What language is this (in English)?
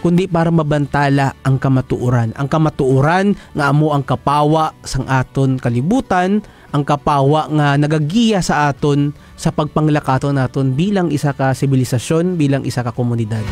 Hiligaynon